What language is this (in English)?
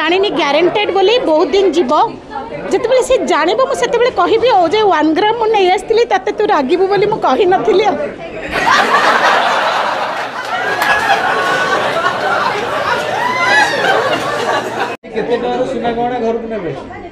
Odia